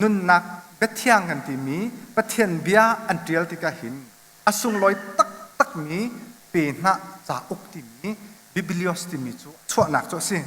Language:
Hakha Chin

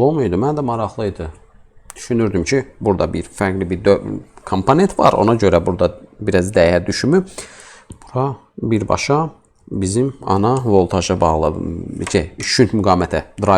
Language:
Azerbaijani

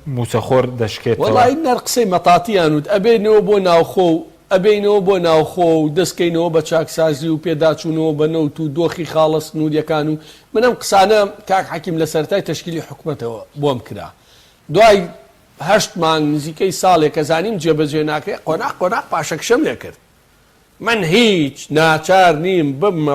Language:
Central Kurdish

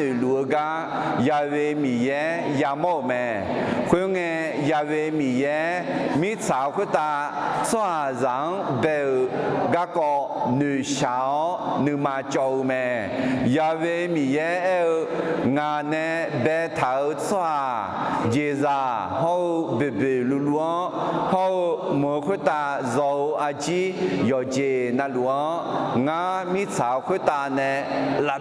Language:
Akha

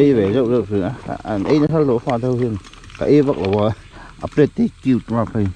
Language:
Mizo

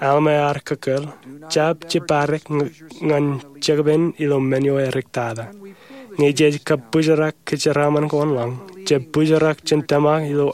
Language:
Marshallese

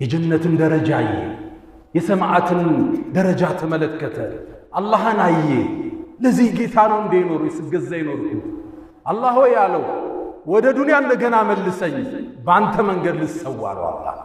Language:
Amharic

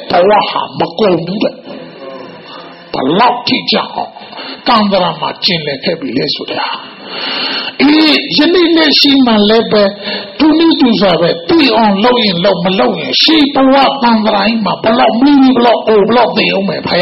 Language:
Burmese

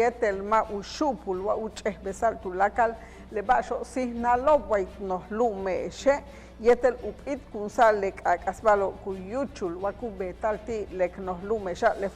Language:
Yucateco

